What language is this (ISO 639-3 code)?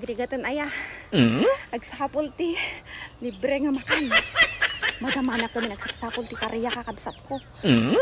ilo